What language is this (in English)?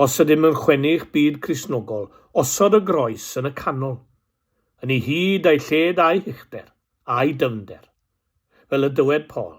Welsh